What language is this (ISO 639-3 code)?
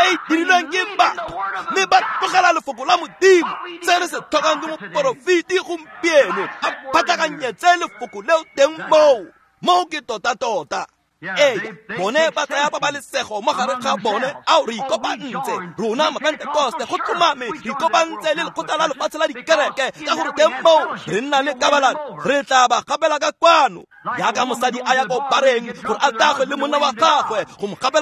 tsn